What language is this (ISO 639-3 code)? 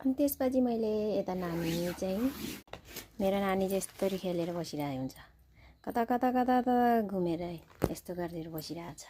nep